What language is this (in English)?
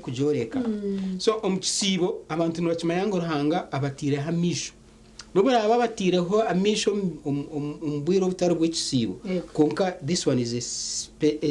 Nyankole